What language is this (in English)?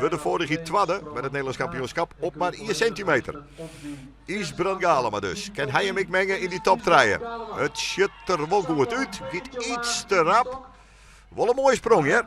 Western Frisian